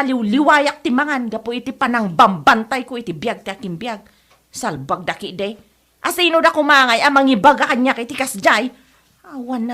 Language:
Iloko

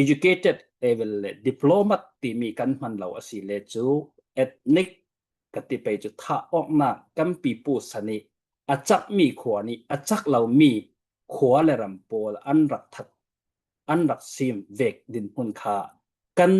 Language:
Falam Chin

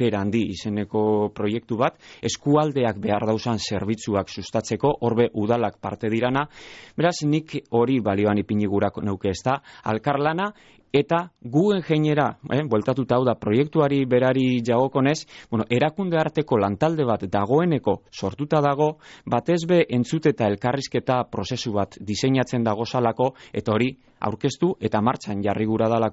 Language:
Basque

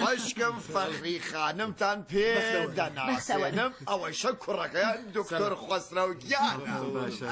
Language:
Central Kurdish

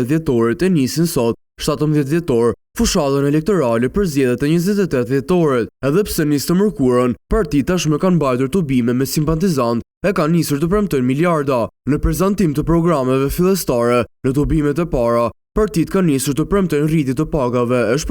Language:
Albanian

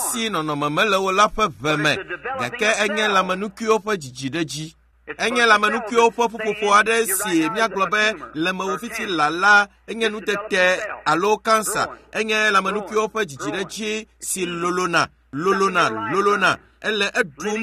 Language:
Ewe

